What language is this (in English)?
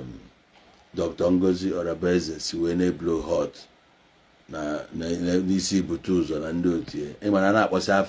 Igbo